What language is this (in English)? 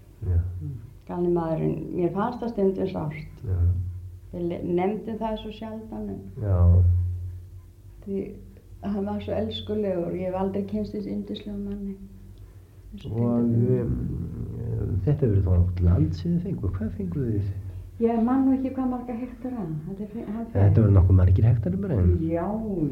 Icelandic